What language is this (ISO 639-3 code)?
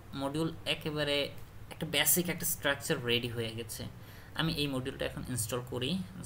ben